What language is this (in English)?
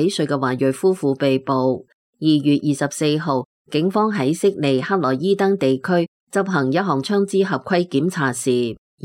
Cantonese